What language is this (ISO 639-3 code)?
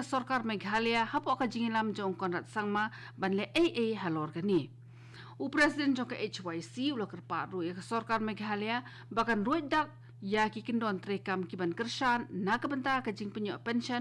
kha